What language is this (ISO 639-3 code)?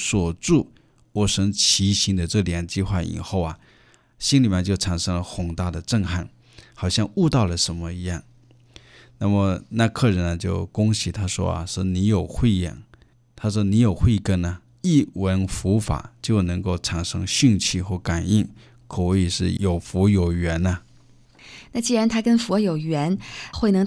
zho